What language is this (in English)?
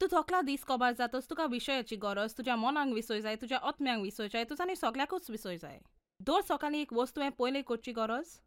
Konkani